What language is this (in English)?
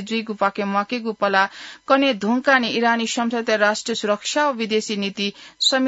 Newari